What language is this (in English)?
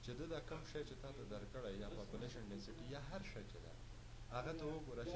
Pashto